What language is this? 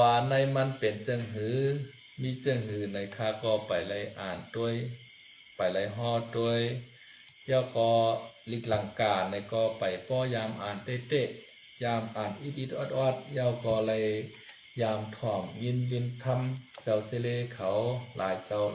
Shan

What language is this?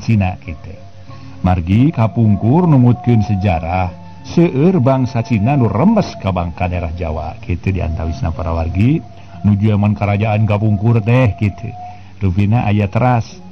Sundanese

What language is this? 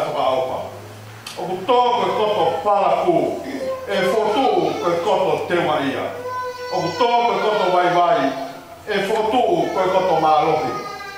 Tongan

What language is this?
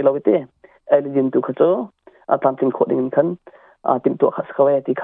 Hakha Chin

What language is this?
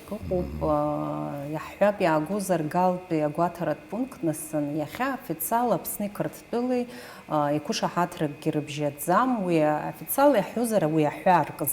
Abkhazian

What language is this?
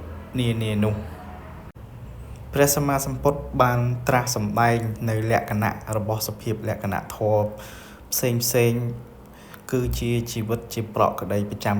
Khmer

